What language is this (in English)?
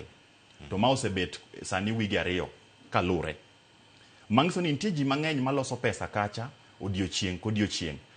Luo (Kenya and Tanzania)